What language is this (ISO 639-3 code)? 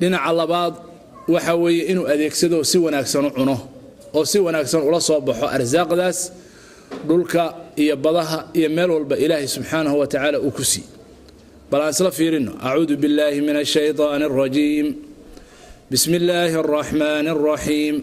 som